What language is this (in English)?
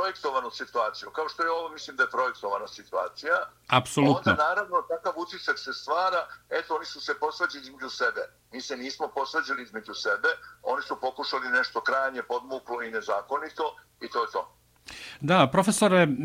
Serbian